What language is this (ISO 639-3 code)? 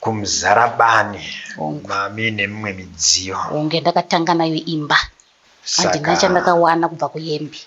sna